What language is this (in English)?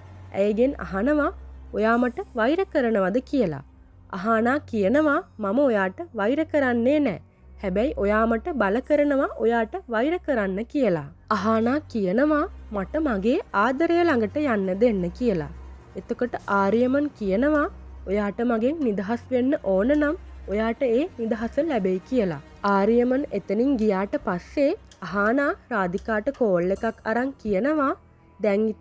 Sinhala